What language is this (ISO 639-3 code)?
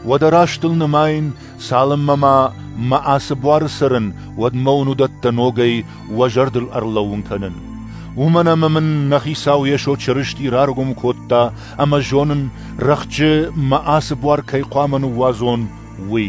oss